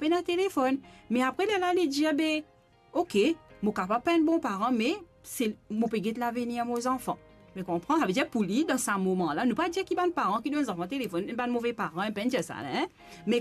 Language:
Morisyen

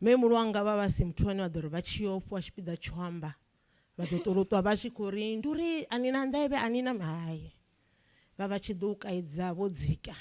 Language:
Venda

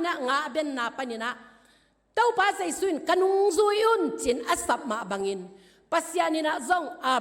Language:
Tedim Chin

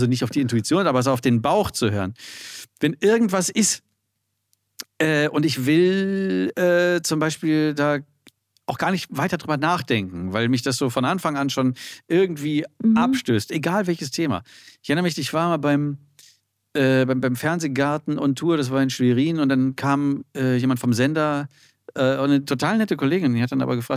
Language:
German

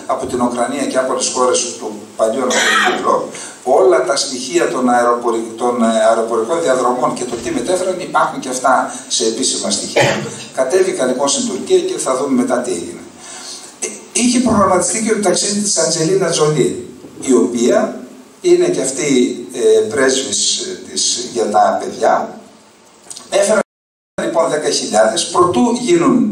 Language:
Greek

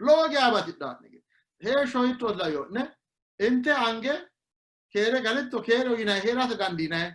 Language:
Sidamo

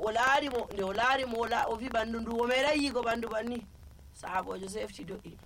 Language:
Nigerian Fulfulde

